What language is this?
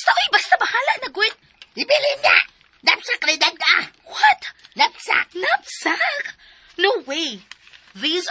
Cebuano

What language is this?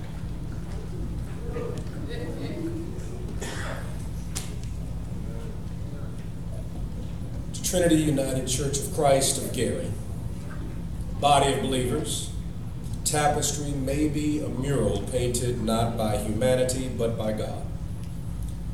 English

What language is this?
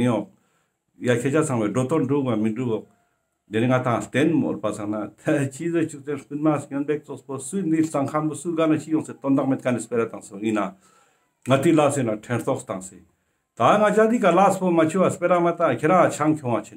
Ladakhi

